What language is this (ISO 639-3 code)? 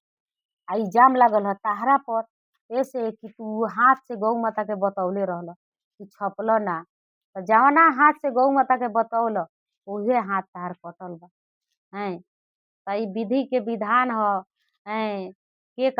bho